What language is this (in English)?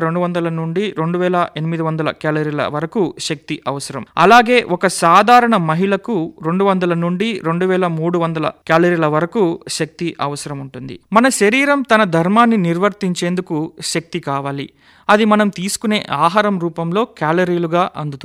Telugu